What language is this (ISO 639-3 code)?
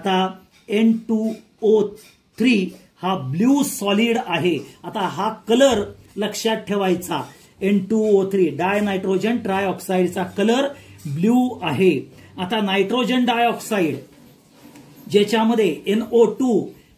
mar